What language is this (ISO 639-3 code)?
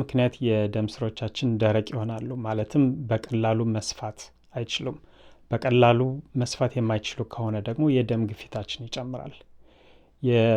amh